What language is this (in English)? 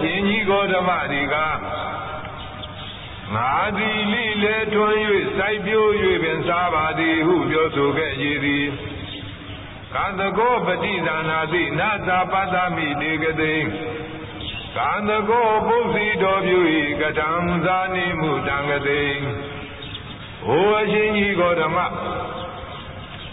Burmese